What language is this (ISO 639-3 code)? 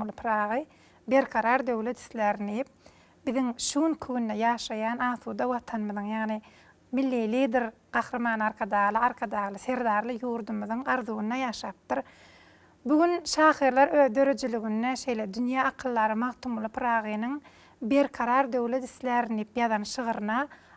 tuk